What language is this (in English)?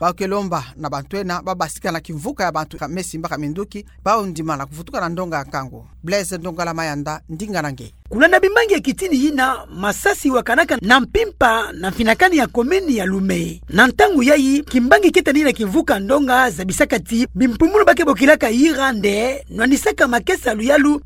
Kituba (Democratic Republic of Congo)